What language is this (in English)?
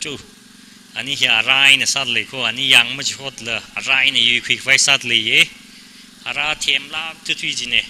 Tangkhul Naga (India)